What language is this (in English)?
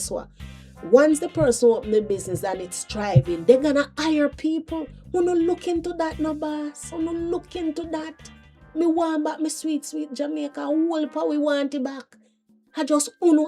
Jamaican Creole English